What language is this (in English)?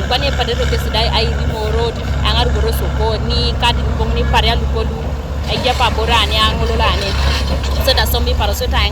Teso